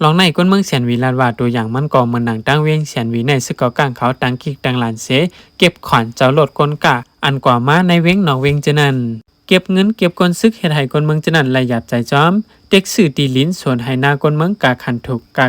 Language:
Shan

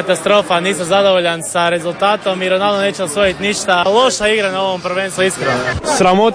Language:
Croatian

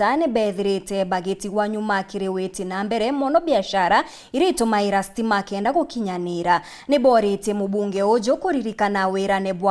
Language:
Meru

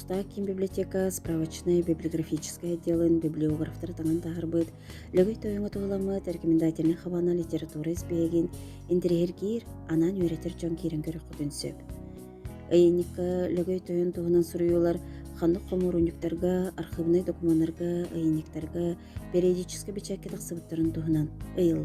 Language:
Yakut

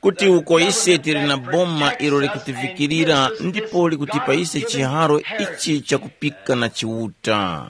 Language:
Tumbuka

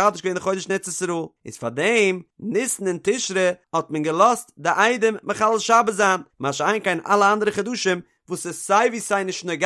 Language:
Yiddish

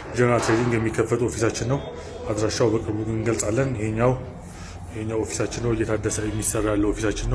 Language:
Amharic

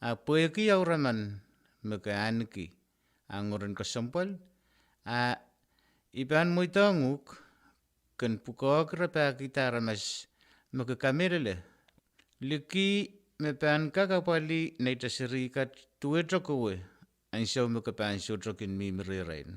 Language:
Pohnpeian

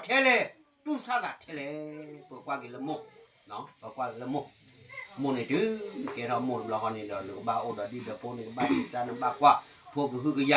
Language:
S'gaw Karen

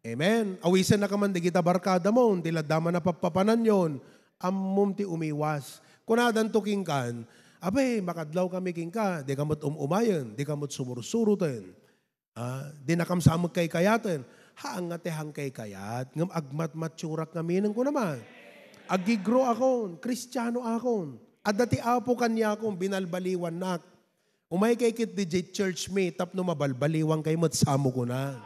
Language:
Iloko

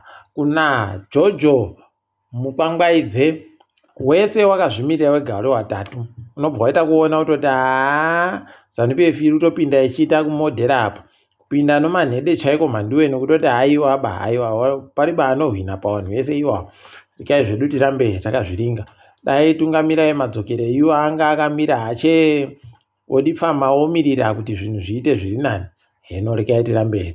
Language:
Ndau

